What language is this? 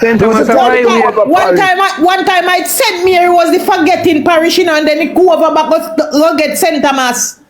Jamaican Creole English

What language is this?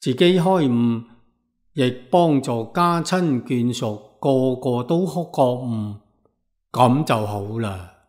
Cantonese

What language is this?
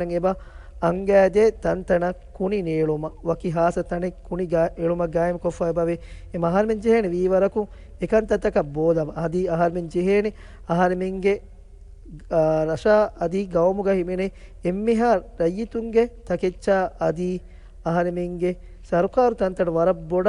Divehi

